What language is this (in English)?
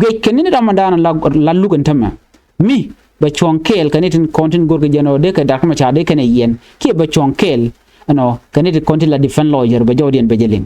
Nuer